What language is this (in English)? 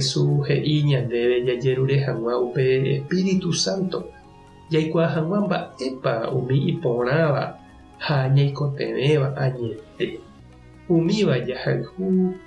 Guarani